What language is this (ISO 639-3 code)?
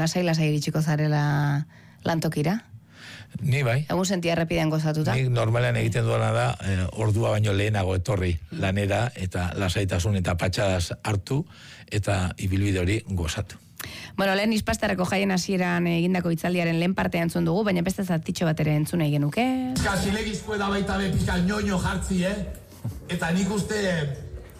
eus